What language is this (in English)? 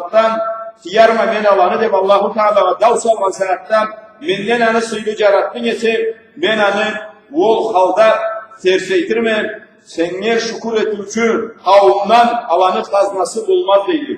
Karachay-Balkar